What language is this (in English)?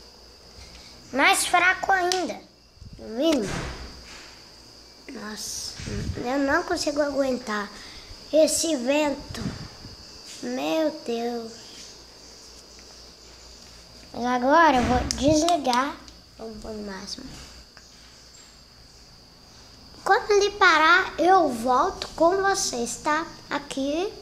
Portuguese